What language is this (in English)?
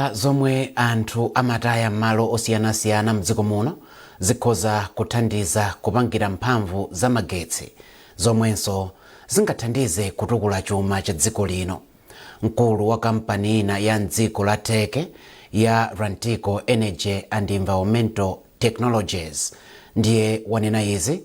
Nyanja